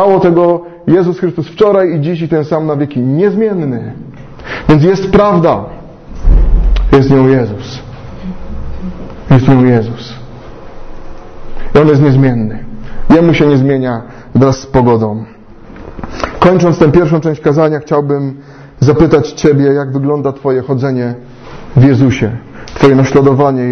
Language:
Polish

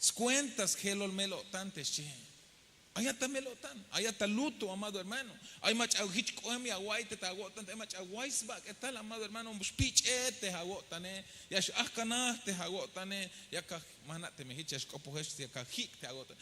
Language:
Tzeltal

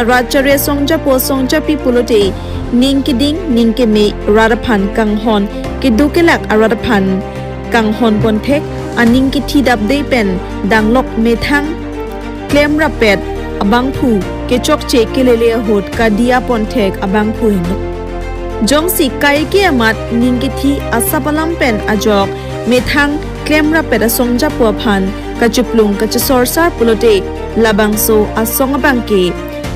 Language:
Karbi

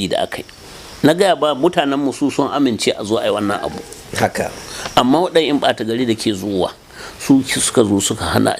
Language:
Hausa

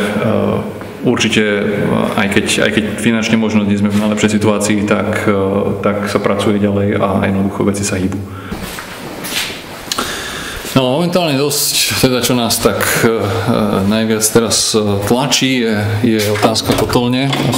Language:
Slovak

